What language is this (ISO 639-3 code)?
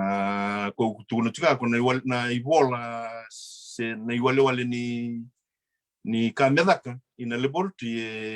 fij